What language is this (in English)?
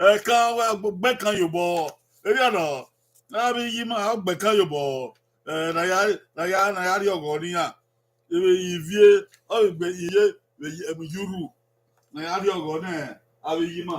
Bini